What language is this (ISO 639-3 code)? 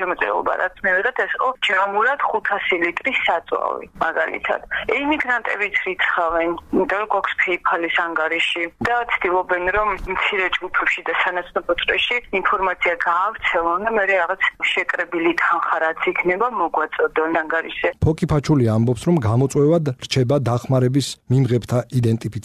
kat